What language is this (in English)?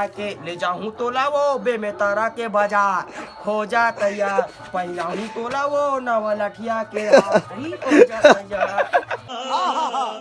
Chhattisgarhi